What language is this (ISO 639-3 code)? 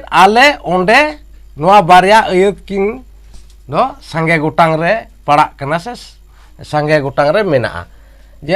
sat